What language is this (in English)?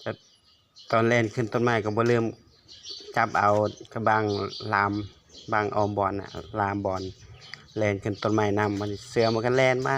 Northeastern Thai